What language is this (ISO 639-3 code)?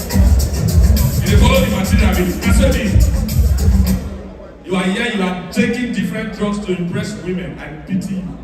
pcm